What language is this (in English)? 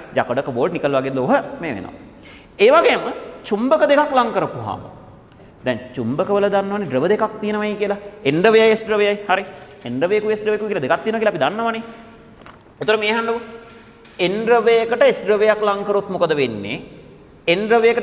Sinhala